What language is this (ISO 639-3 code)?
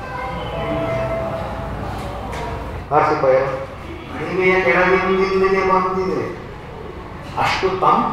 kan